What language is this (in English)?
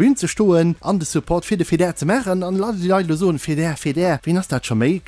Luxembourgish